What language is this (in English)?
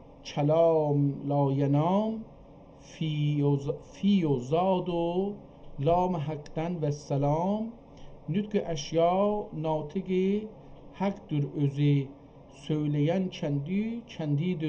South Azerbaijani